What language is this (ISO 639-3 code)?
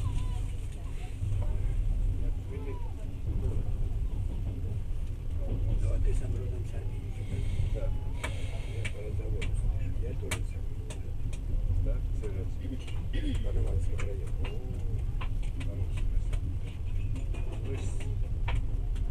rus